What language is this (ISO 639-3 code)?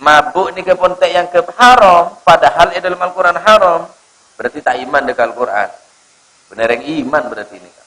mad